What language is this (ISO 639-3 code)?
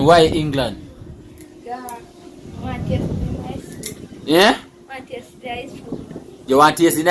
jam